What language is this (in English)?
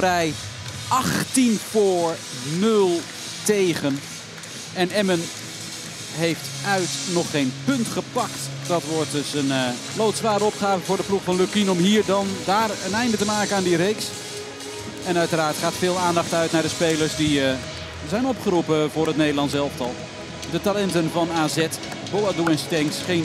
Dutch